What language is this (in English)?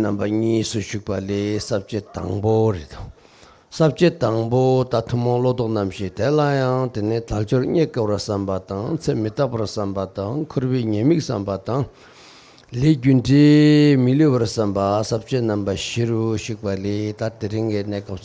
Tibetan